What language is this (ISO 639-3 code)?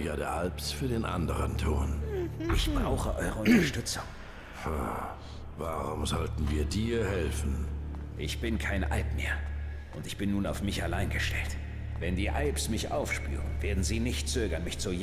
deu